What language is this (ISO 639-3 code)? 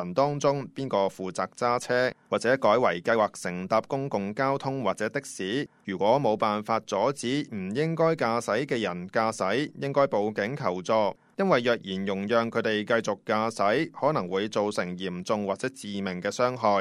yue